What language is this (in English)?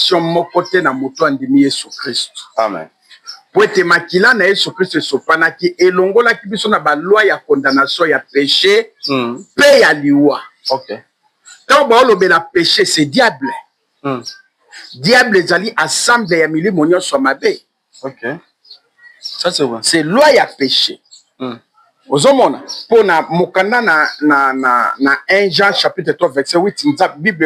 Lingala